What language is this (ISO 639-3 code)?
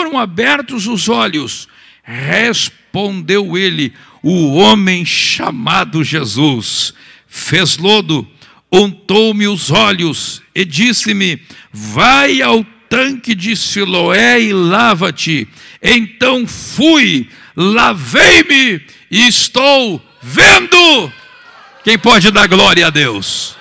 por